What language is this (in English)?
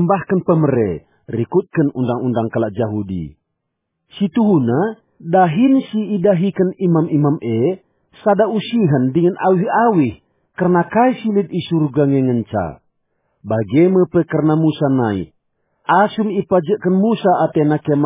Batak Karo